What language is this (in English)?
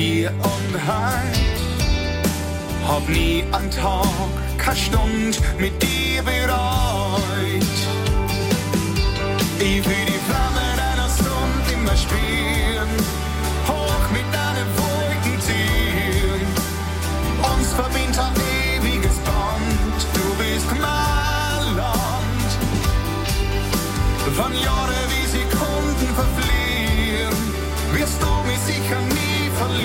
German